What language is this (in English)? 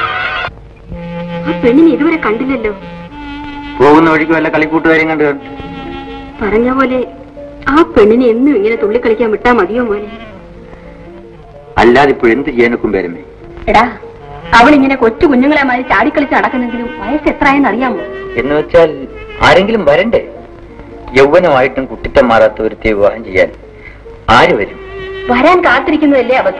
Malayalam